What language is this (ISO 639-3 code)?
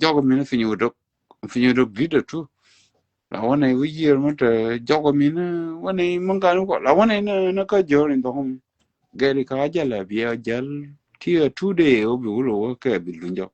nus